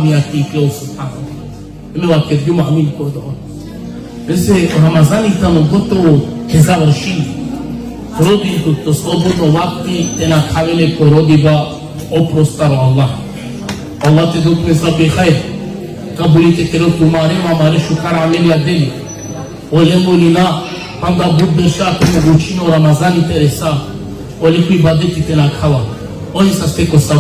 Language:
Balkan Romani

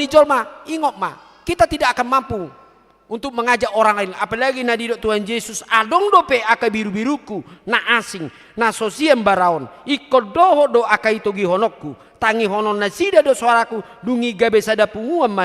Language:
Batak Toba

